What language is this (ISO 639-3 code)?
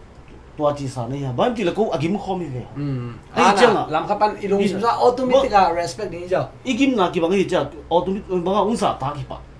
ctd